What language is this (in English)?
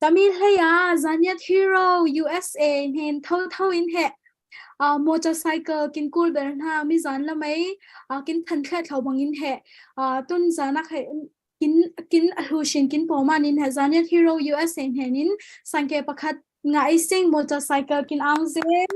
Falam Chin